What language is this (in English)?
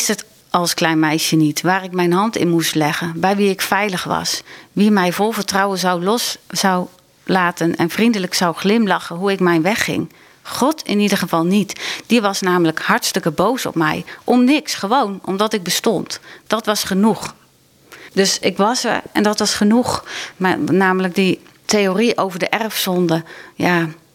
Dutch